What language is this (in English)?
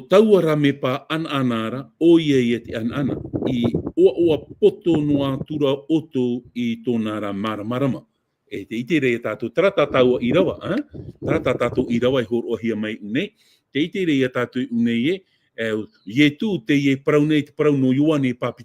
Tahitian